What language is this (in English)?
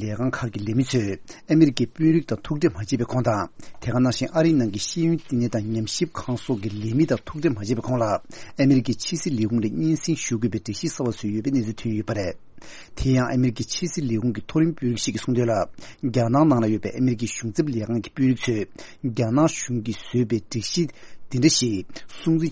Tibetan